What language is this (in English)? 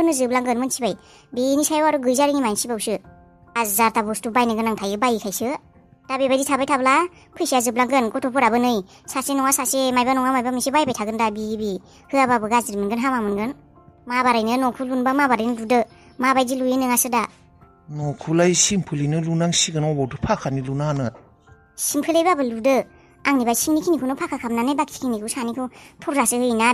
Bodo